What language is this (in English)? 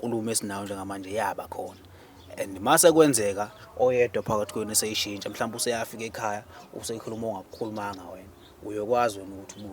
Zulu